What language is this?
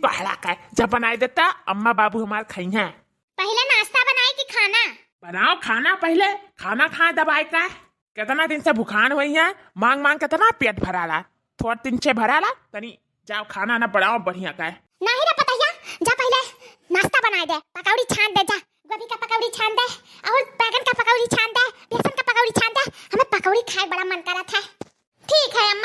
Awadhi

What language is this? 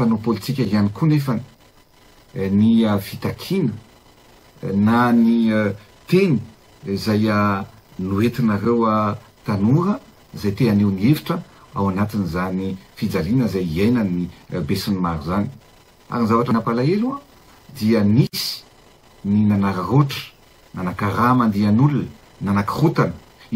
Malagasy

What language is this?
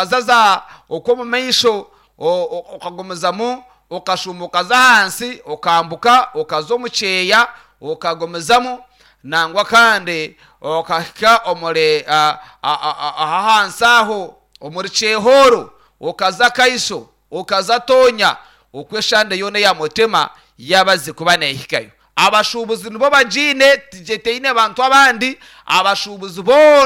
Nyankole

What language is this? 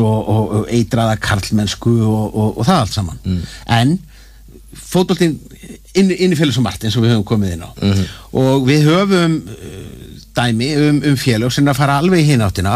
Icelandic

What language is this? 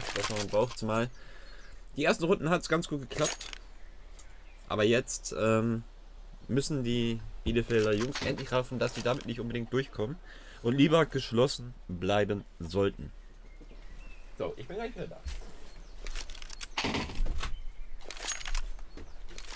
German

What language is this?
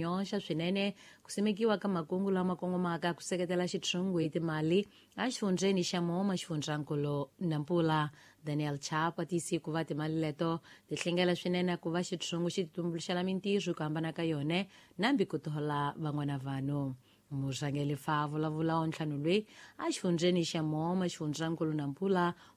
Tsonga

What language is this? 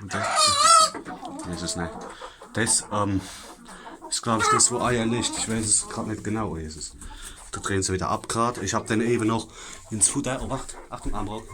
Palatine German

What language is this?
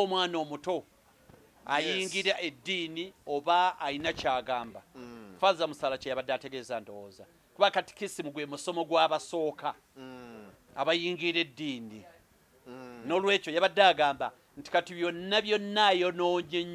Ganda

